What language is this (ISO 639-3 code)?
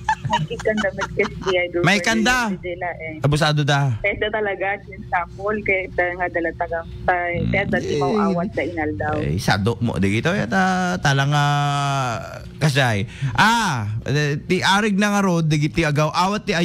ilo